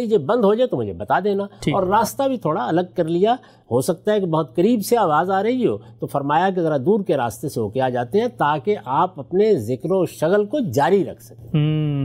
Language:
Urdu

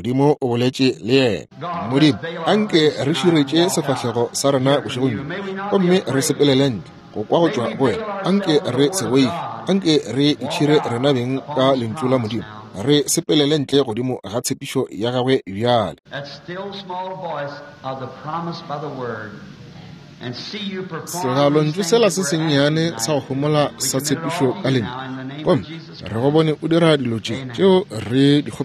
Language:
Northern Sotho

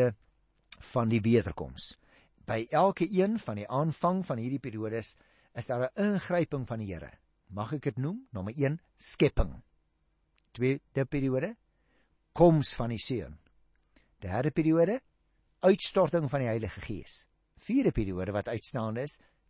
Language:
Afrikaans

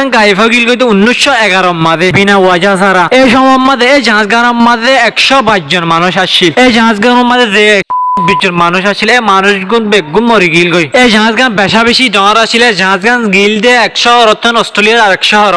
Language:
Rohingya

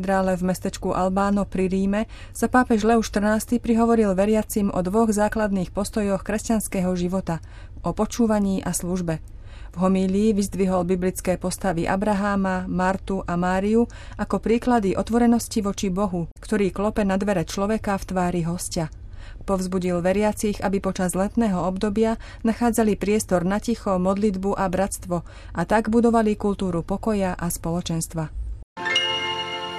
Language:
Slovak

